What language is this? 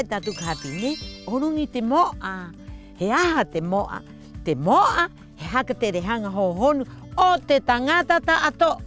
Rapanui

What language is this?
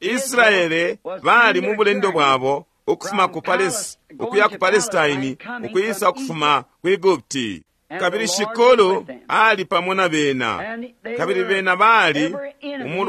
Bemba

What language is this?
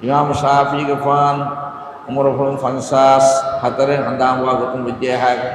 Divehi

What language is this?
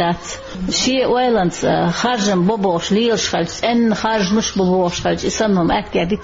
Chechen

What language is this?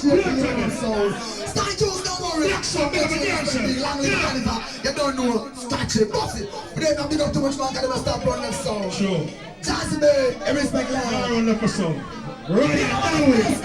Jamaican Creole English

